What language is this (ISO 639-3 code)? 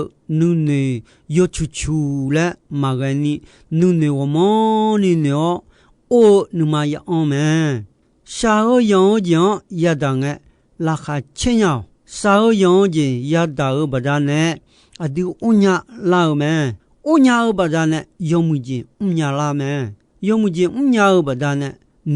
ahk